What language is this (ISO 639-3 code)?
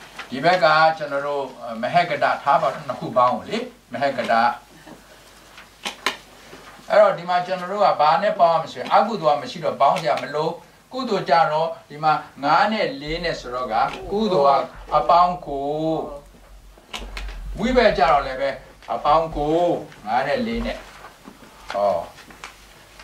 mya